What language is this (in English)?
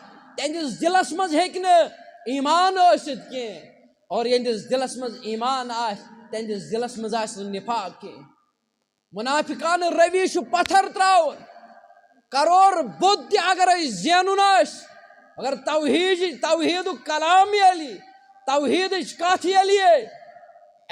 Kashmiri